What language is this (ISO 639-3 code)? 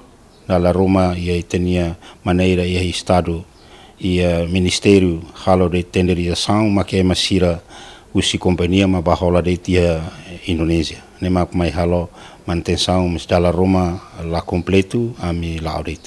tet